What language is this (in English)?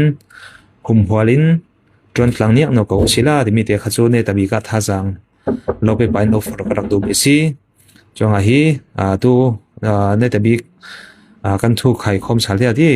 Falam Chin